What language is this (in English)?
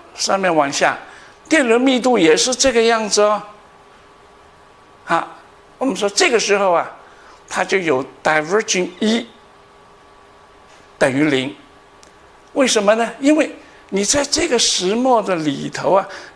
Chinese